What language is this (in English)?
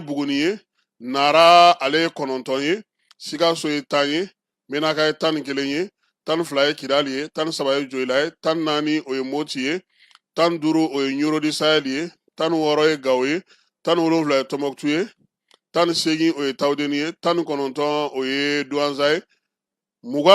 Bambara